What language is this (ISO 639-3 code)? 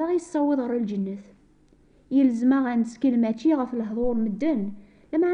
kab